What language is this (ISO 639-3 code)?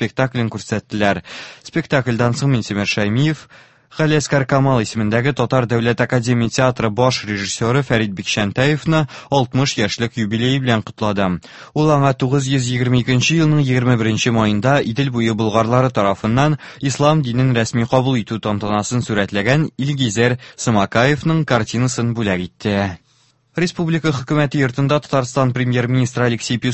tat